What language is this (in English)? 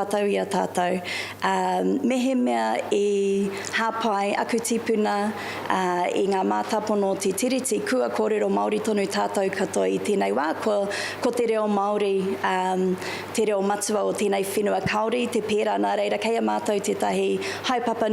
Māori